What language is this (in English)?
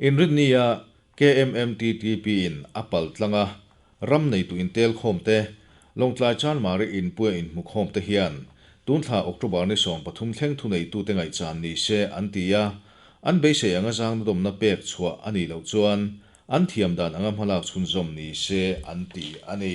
Mizo